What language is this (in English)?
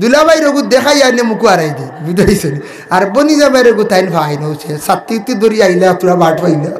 Sylheti